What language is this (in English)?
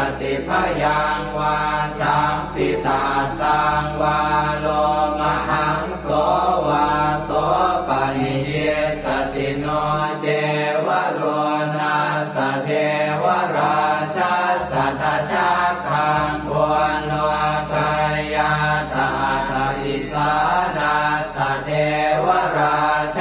Pali